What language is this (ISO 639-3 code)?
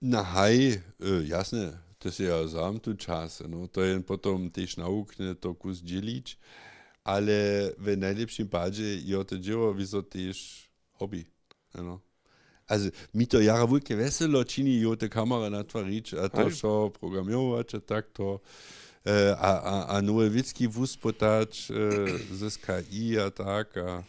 hsb